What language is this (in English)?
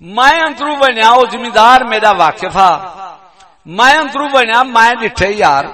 Saraiki